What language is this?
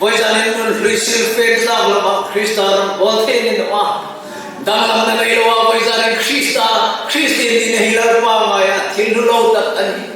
Hmar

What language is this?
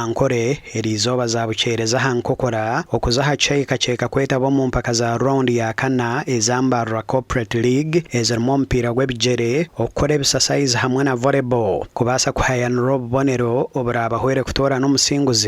Nyankole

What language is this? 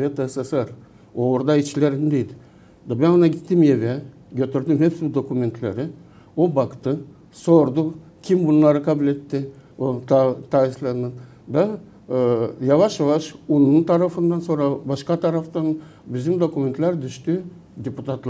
Gagauz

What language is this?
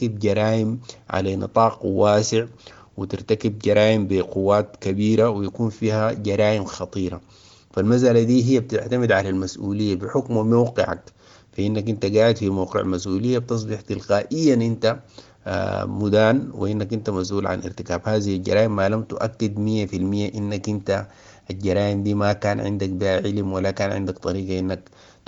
Sudanese Arabic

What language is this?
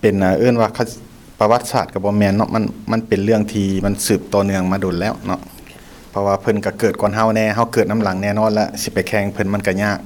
Lao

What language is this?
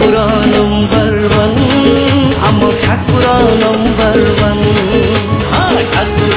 Odia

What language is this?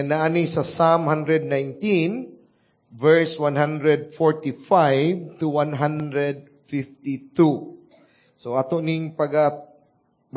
Cebuano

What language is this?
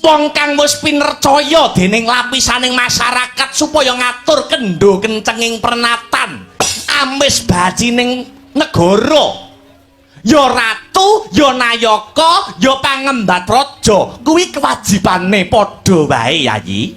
Javanese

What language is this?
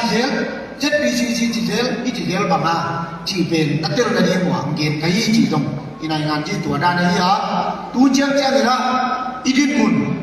Tedim Chin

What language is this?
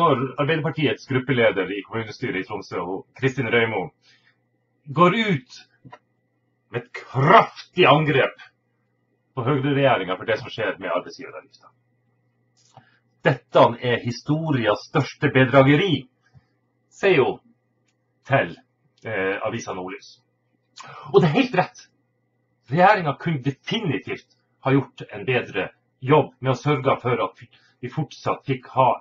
Norwegian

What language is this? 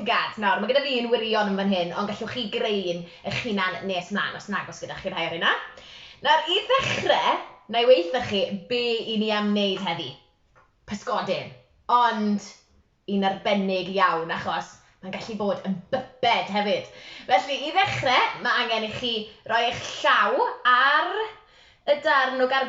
Welsh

